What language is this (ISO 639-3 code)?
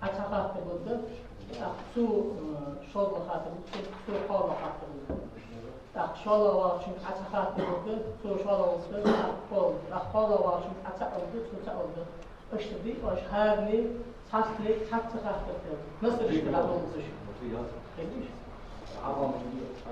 inh